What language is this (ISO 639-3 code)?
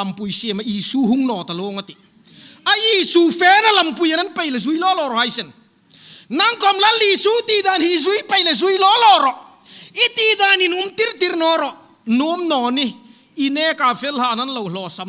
hmr